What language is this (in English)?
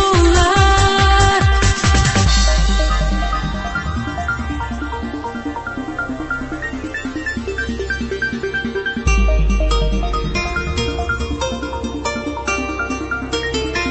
Tatar